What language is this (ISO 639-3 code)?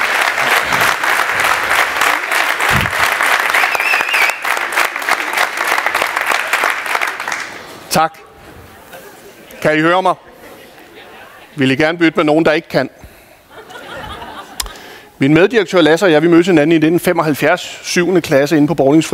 dan